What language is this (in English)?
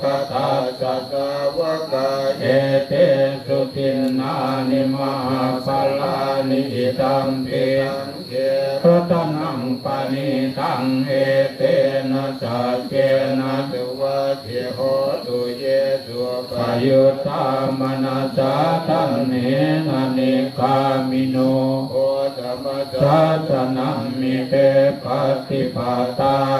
Pali